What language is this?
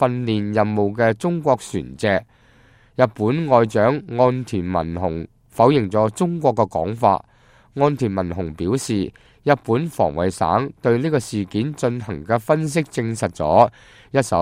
Cantonese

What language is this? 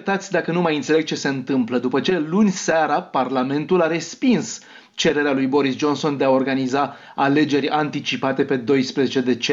Romanian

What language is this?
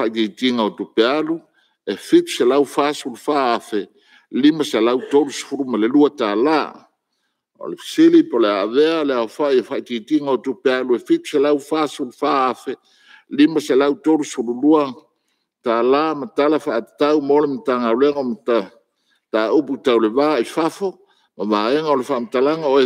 Samoan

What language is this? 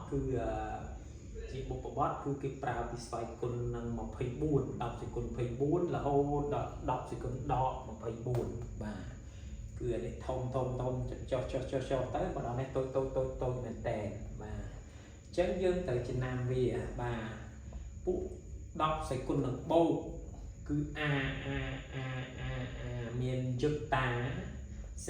Khmer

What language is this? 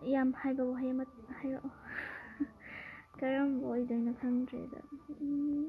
Manipuri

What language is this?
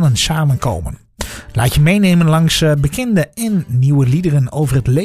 Dutch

